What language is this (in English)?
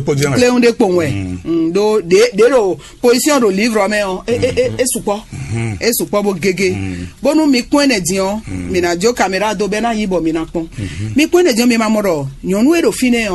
Fon